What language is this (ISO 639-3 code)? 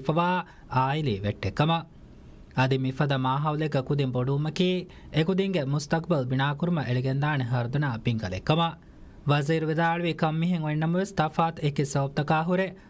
div